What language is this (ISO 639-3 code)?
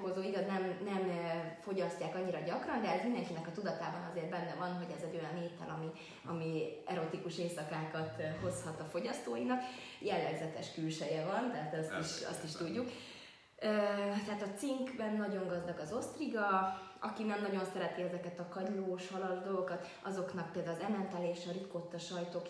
hun